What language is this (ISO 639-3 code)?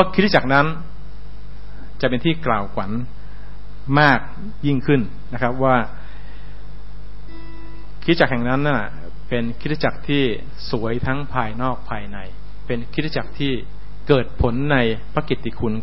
tha